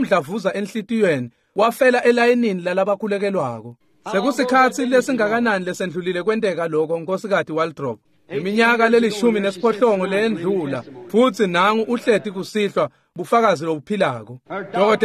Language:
Swati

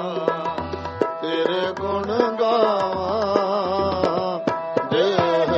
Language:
Punjabi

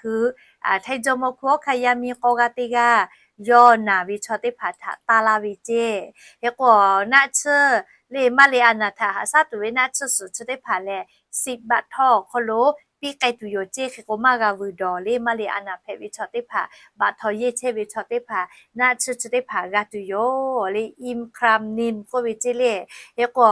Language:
Lahu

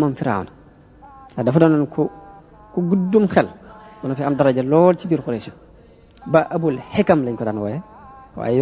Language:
Wolof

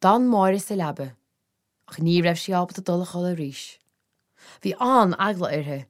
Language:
Irish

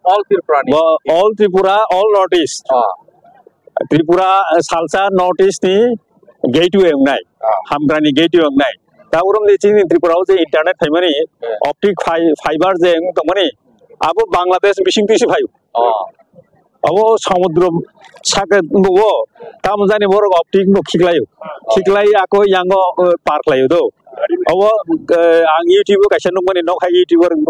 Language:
Kok Borok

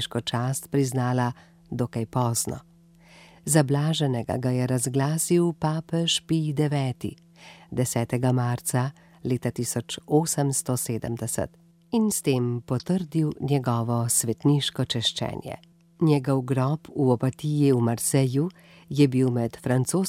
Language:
Slovenian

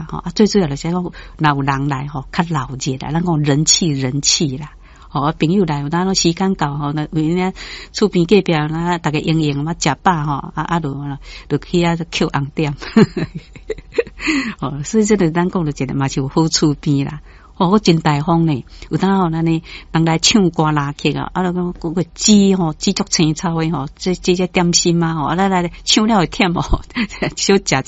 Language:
Min Nan Chinese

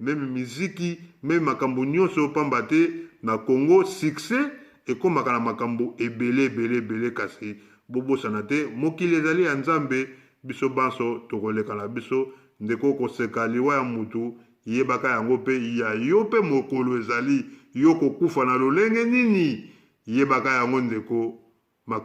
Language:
Lingala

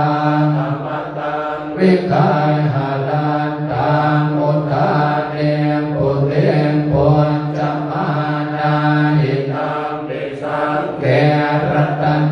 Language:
Pali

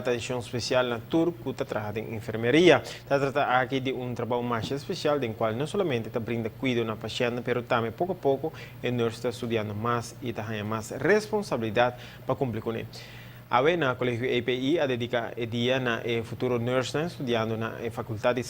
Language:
Papiamento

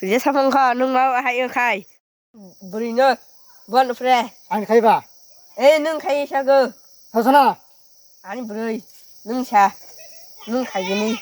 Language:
Kok Borok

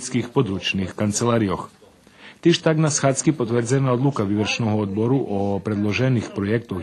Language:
Rusyn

